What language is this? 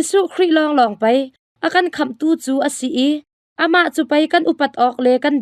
Hakha Chin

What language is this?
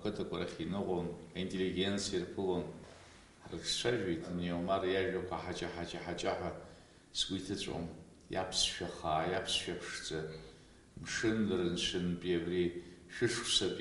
Abkhazian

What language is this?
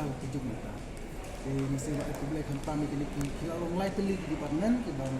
Khasi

